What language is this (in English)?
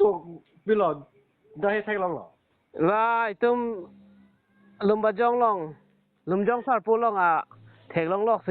Karbi